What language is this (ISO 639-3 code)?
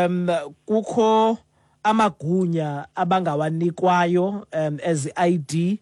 xho